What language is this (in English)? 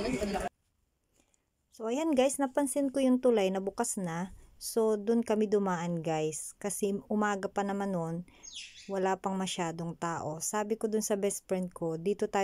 Filipino